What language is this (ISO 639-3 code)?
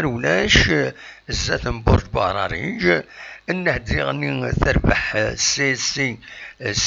kab